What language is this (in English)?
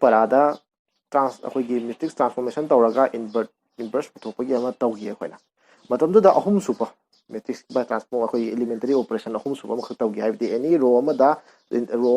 Manipuri